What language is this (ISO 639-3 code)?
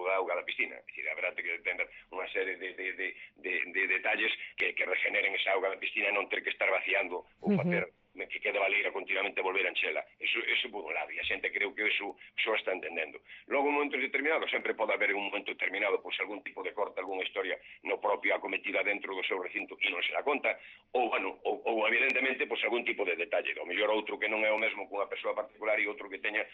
glg